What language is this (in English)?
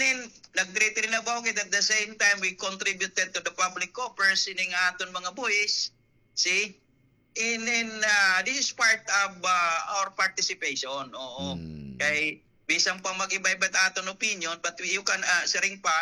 Waray